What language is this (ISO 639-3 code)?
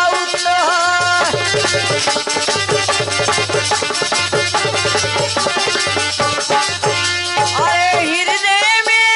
bns